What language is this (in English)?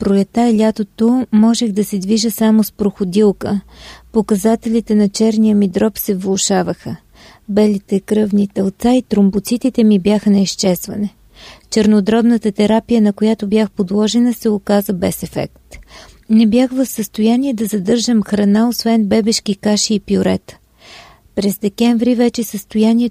Bulgarian